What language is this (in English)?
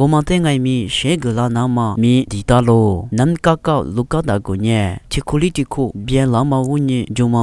Lisu